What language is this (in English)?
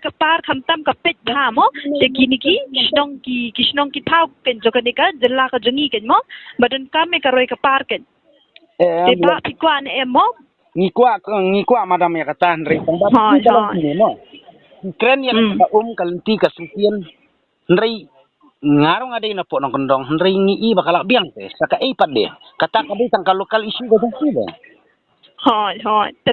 Khasi